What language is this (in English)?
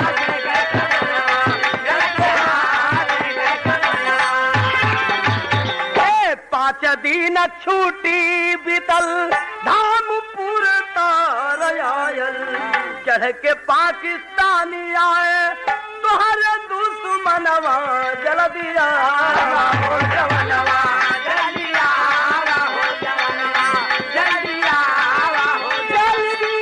Bhojpuri